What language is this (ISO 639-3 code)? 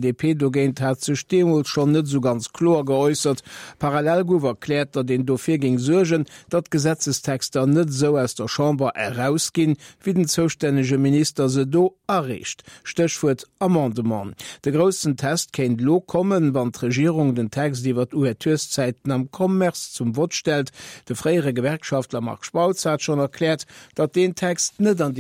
ltz